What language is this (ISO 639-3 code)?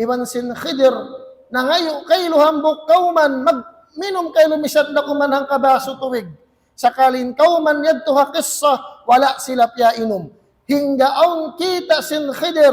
tsg